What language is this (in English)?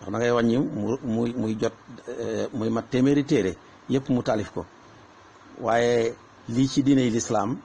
Wolof